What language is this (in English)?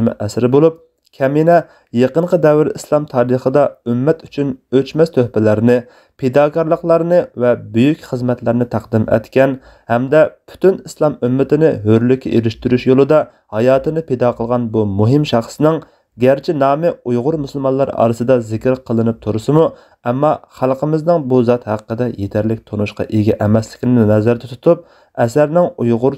Uyghur